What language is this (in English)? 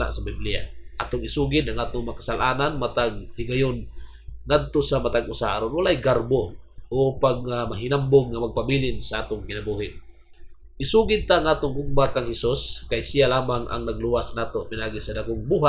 Cebuano